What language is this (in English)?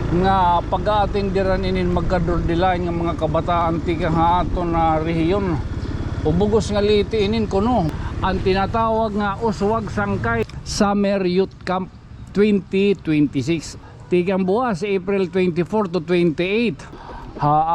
Waray